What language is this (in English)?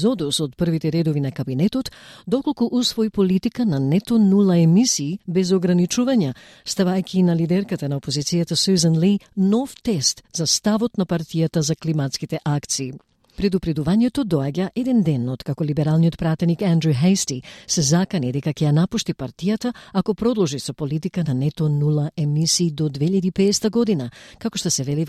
Macedonian